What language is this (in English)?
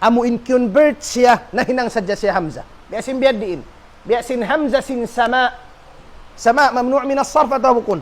Tausug